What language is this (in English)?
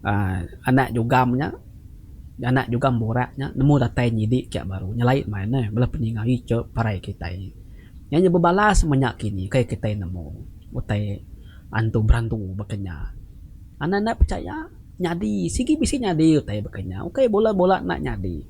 Iban